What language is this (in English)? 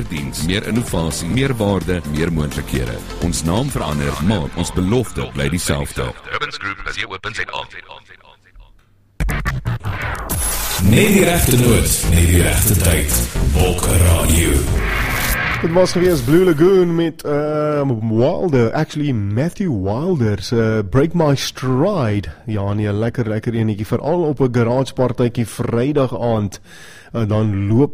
Afrikaans